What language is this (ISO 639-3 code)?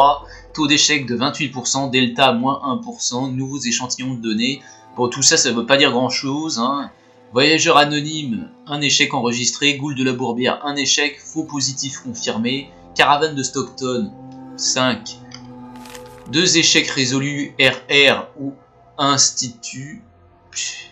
fra